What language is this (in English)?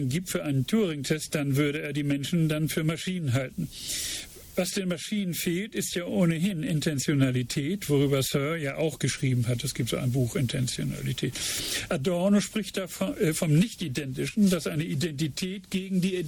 German